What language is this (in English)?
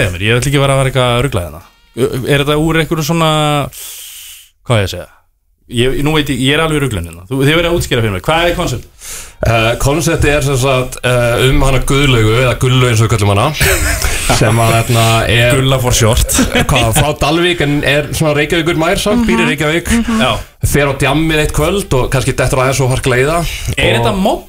Icelandic